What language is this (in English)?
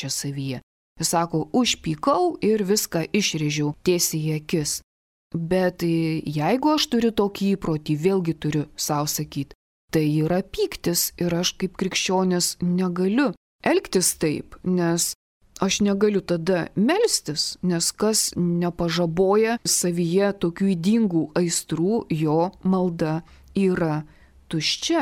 Lithuanian